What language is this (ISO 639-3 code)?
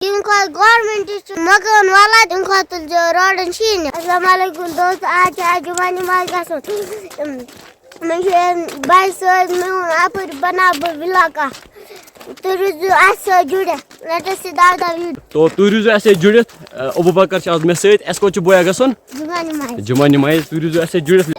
kas